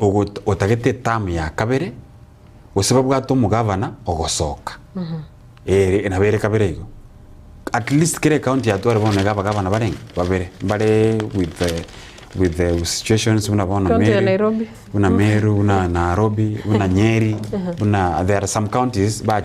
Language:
Gusii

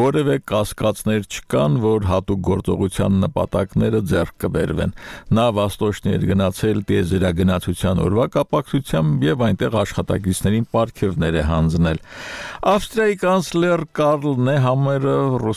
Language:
Armenian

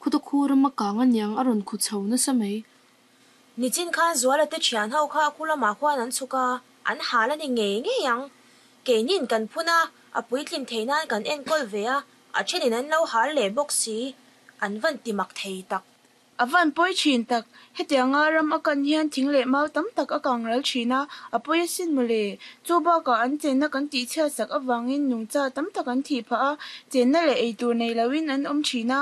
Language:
Mizo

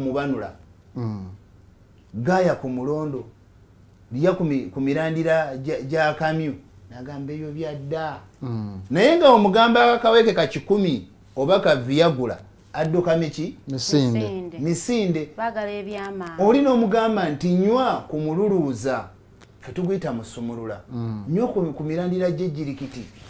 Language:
Ganda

